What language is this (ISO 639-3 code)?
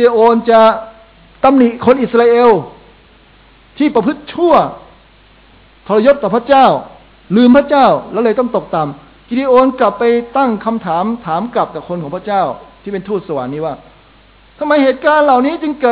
tha